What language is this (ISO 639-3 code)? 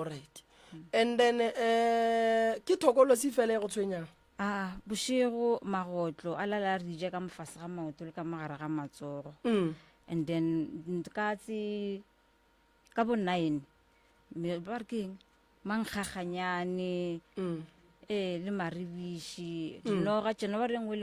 nso